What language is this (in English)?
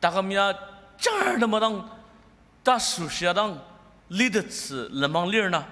Ao Naga